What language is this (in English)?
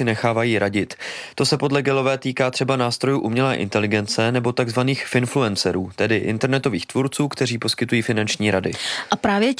Czech